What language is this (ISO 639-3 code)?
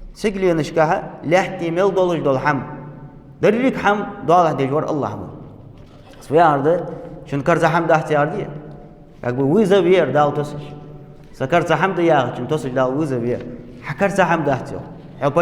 inh